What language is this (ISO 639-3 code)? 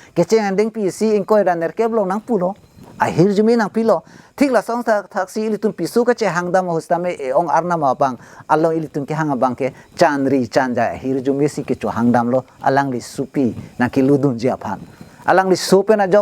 mjw